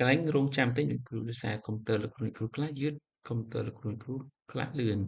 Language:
Khmer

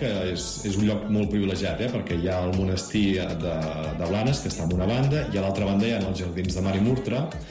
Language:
Catalan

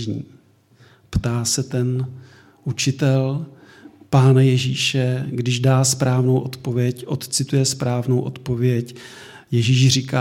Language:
Czech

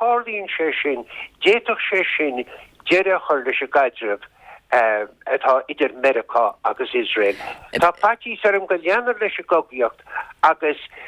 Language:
Irish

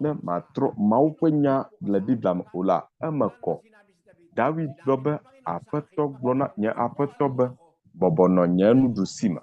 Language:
Ewe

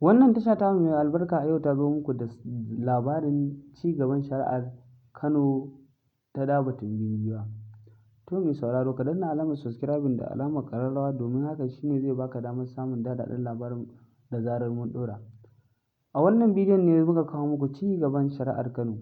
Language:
Hausa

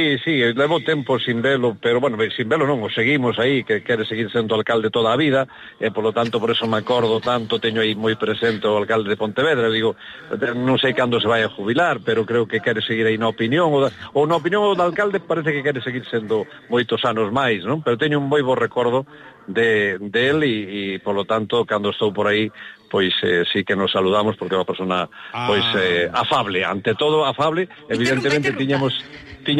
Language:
Galician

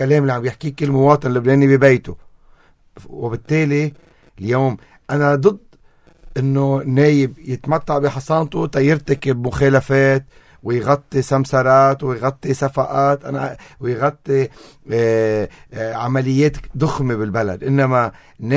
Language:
North Levantine Arabic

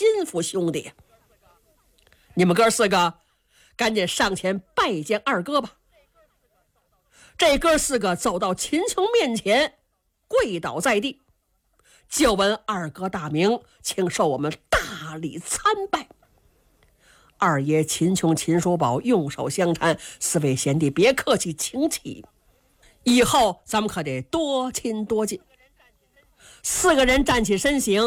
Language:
Chinese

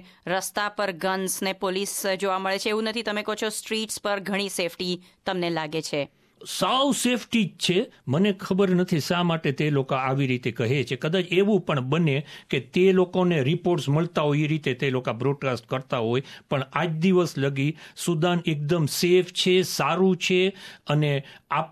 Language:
Gujarati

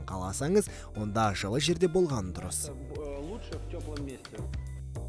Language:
Kazakh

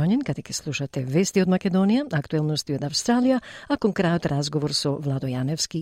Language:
Macedonian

